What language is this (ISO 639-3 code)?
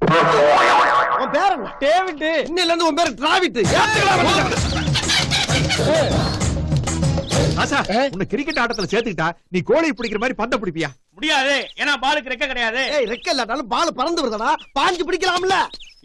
tam